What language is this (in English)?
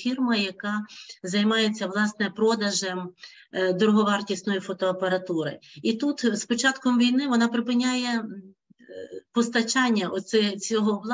Ukrainian